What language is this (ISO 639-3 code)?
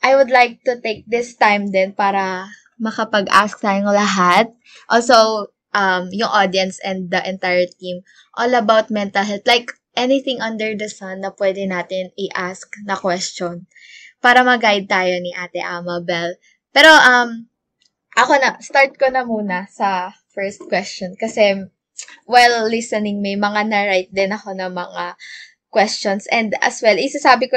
fil